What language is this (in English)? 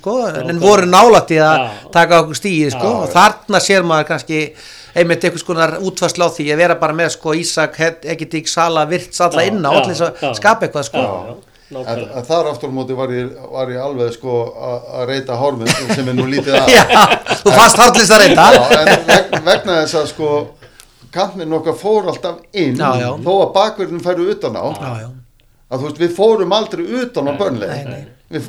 Icelandic